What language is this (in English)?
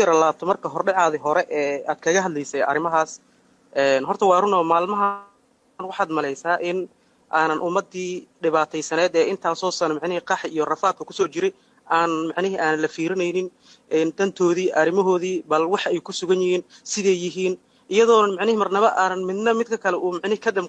Somali